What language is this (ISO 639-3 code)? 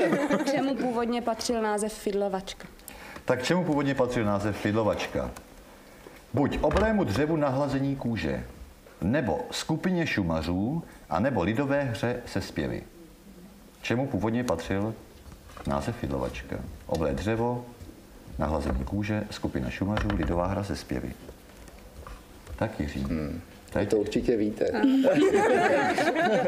ces